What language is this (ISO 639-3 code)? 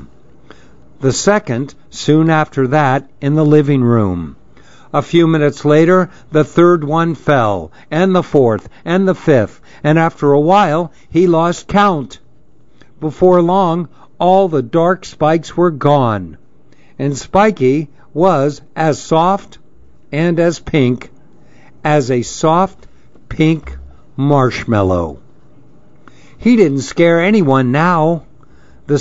eng